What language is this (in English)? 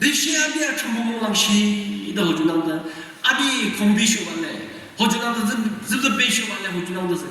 Yimchungru Naga